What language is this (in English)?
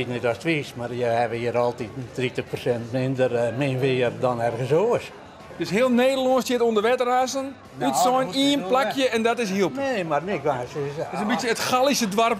Western Frisian